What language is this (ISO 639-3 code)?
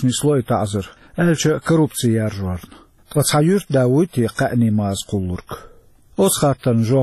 che